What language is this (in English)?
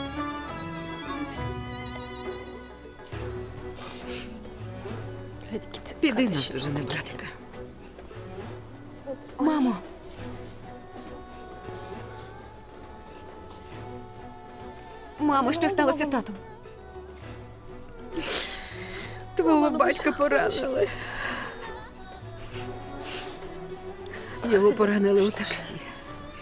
Ukrainian